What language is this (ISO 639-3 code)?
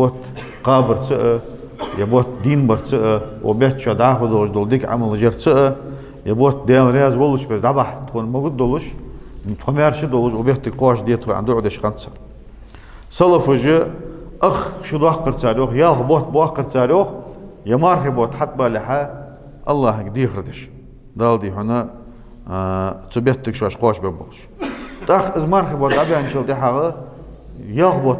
inh